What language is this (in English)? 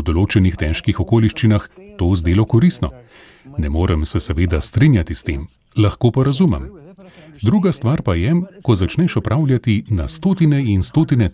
Slovenian